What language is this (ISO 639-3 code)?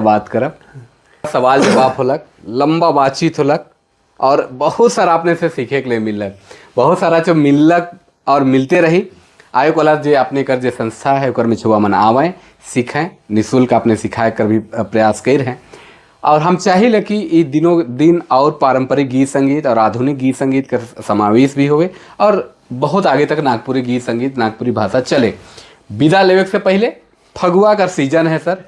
sck